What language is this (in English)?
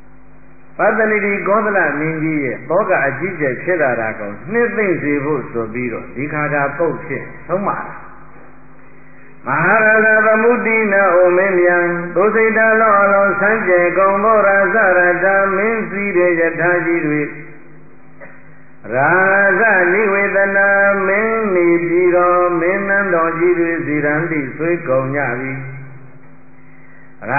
Burmese